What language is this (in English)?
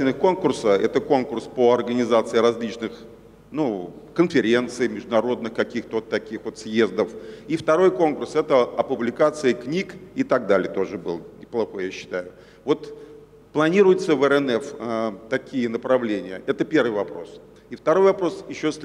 Russian